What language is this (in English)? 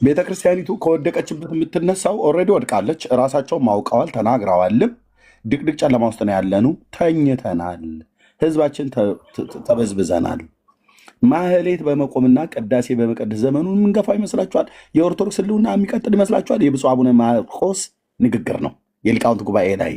Amharic